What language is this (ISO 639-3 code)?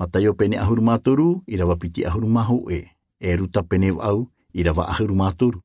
tah